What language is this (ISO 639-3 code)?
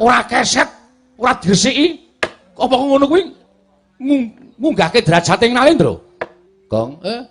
jav